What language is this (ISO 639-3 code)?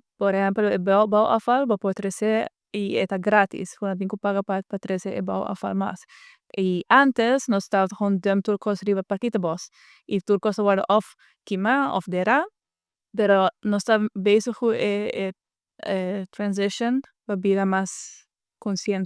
pap